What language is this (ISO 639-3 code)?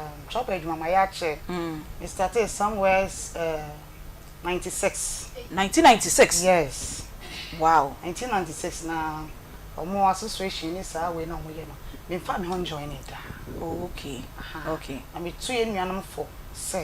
aka